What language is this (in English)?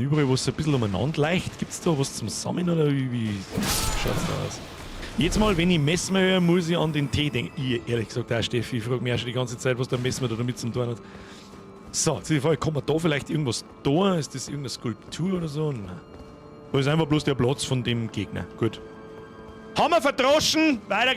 Bavarian